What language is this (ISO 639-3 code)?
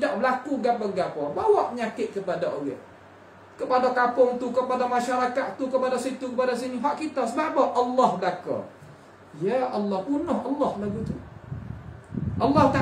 msa